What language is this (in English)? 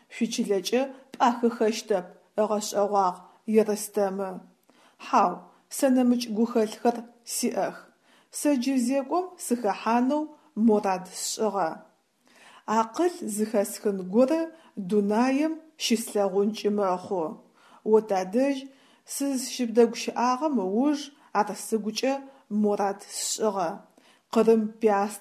Adyghe